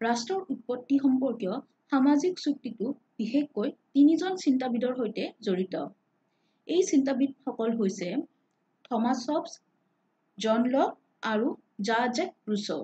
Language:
Assamese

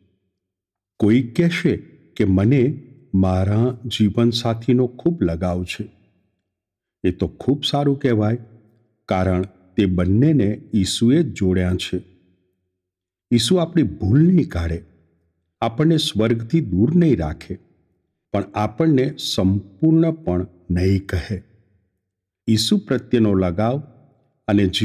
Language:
Gujarati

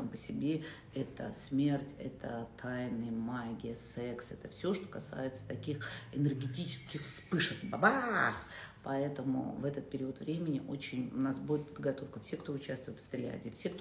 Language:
Russian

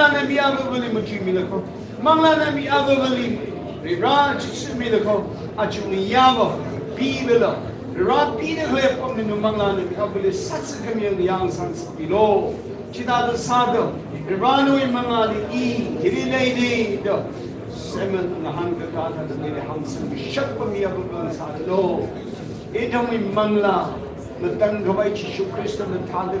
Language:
Tangkhul Naga (India)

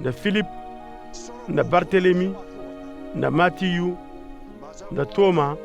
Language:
Koyraboro Senni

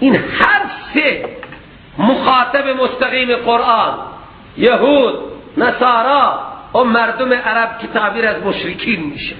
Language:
Persian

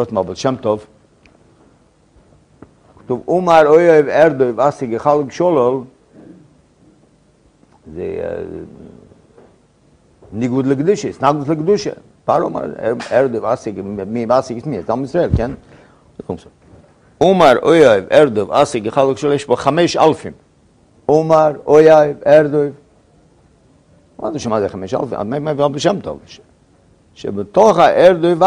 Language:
Hebrew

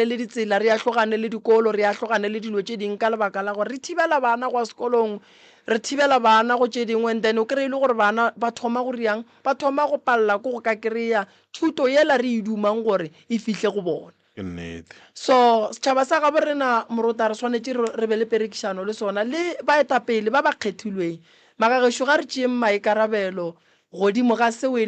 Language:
Northern Sotho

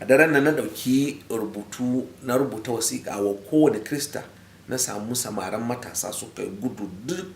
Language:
Hausa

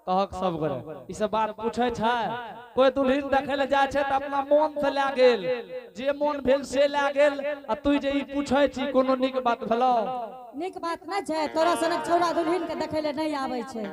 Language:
Angika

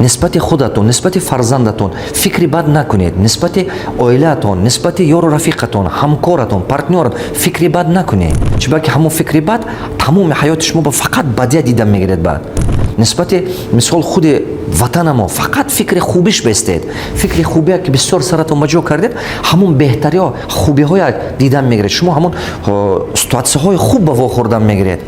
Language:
Tajik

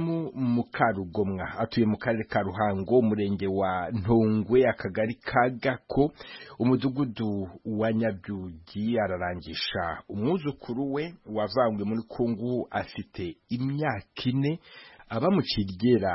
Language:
Kinyarwanda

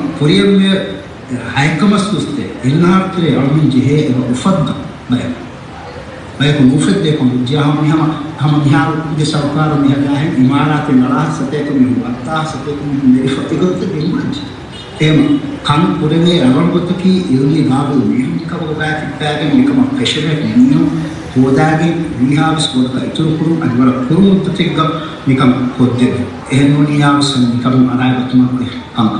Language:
Divehi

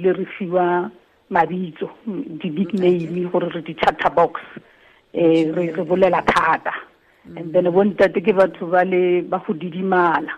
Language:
Tswana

